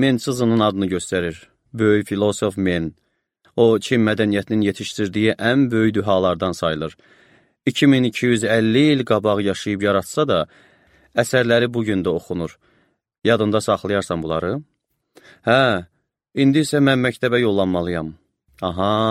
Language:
Azerbaijani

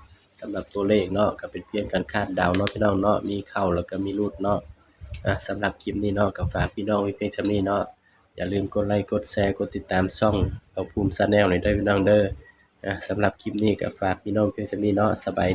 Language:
Northeastern Thai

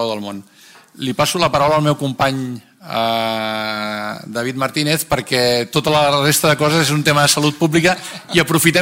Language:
Catalan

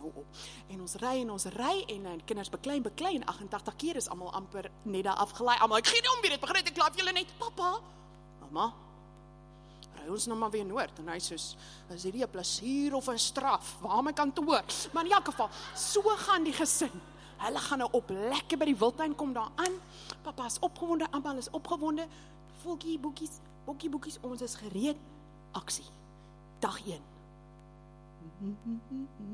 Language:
Afrikaans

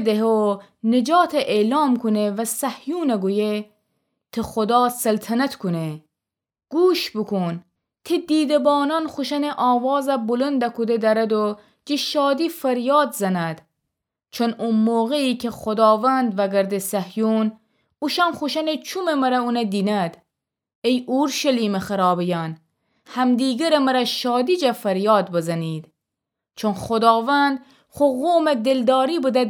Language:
Gilaki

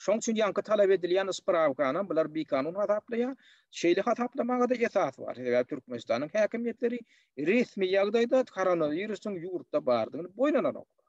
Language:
Turkmen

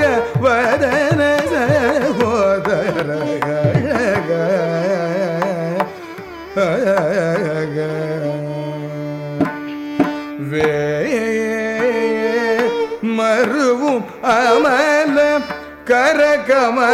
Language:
Tamil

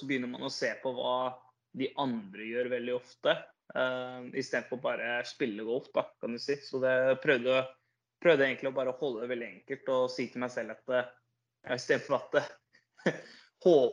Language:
Norwegian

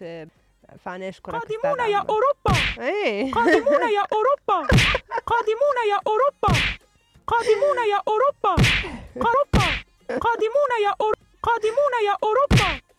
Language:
Mesopotamian Arabic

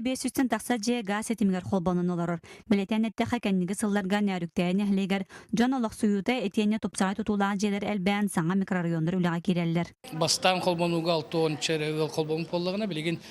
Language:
Yakut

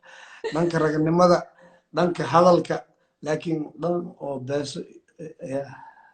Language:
Somali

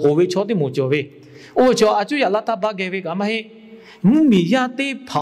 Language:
Lahu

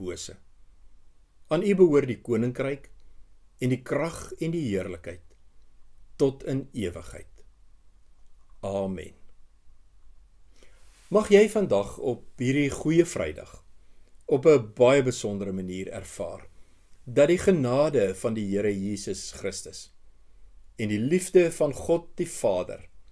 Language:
Afrikaans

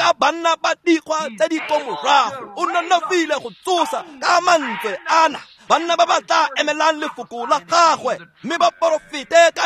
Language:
Tswana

